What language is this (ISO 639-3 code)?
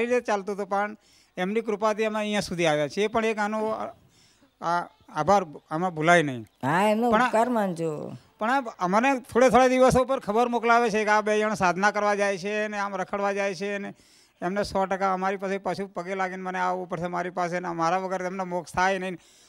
guj